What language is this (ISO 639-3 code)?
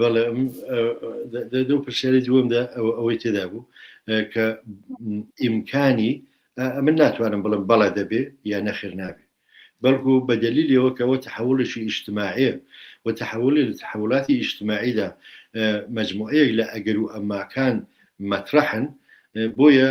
ckb